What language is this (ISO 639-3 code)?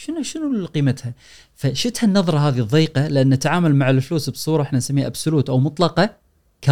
afb